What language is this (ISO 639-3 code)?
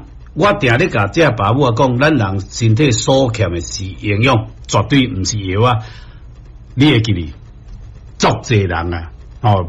nan